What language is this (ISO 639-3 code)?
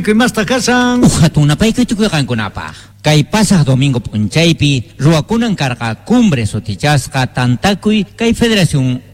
quh